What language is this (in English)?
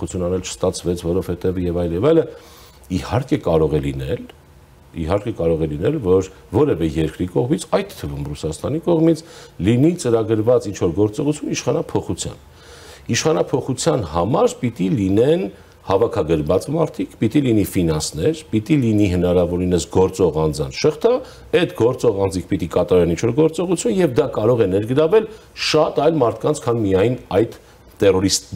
Armenian